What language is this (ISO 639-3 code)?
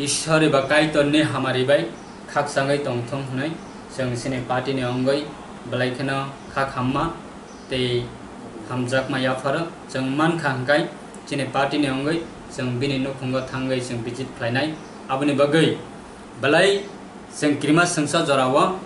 trp